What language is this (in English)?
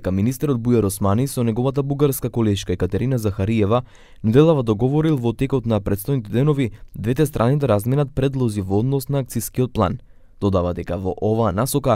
Macedonian